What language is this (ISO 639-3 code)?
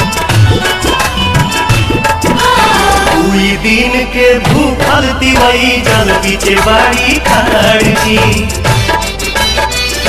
bho